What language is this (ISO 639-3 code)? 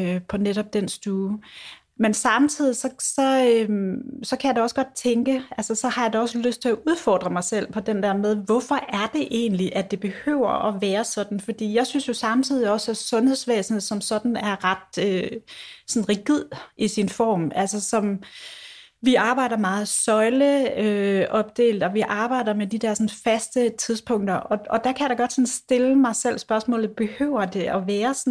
dan